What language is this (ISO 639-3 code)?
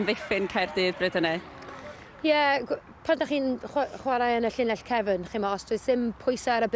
cym